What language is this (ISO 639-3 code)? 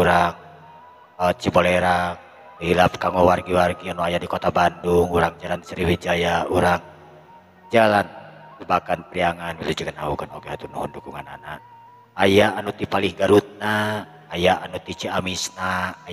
sun